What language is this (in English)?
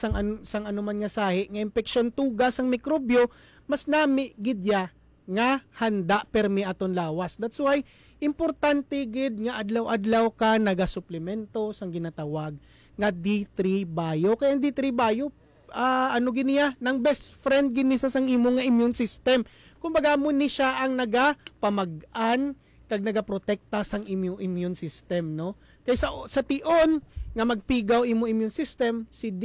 Hiligaynon